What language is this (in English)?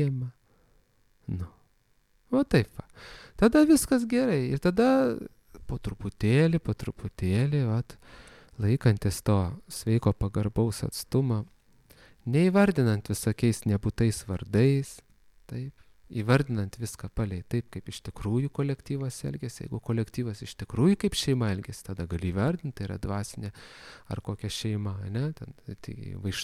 Lithuanian